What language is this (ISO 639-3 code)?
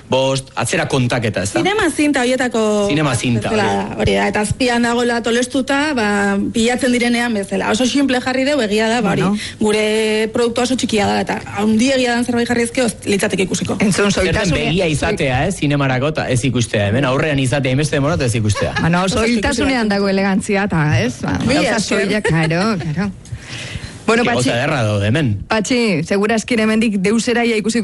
eus